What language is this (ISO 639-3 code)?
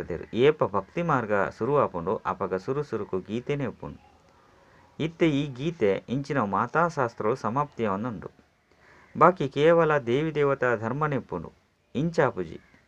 tcy